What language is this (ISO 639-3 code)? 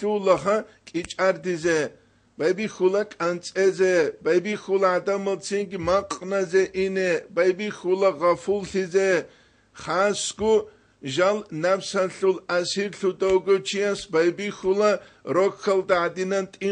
ava